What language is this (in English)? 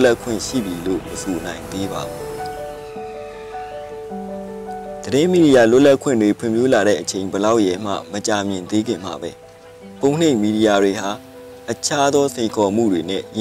Burmese